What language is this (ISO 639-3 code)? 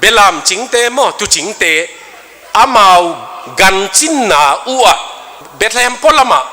ctd